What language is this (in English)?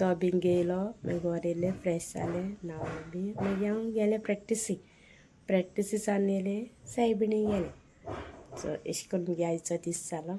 Konkani